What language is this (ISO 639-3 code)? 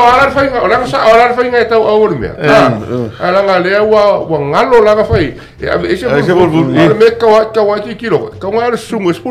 smo